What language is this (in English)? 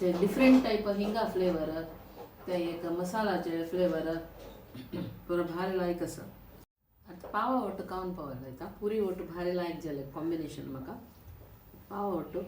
Konkani